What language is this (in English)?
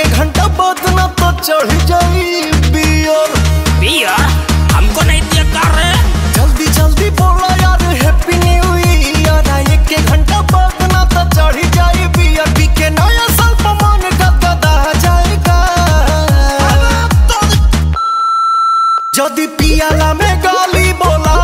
Bhojpuri